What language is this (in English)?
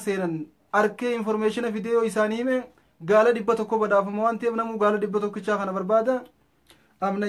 Oromo